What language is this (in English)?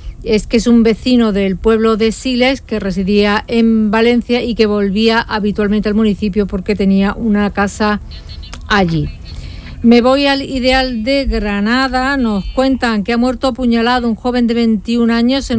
Spanish